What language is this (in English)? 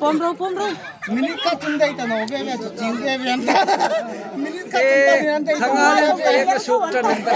Hmar